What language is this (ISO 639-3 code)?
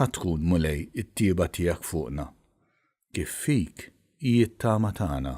mlt